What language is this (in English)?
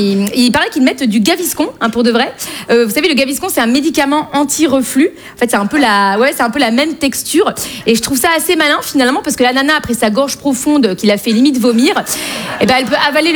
French